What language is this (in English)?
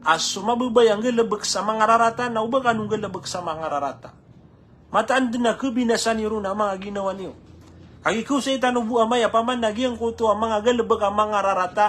Maranao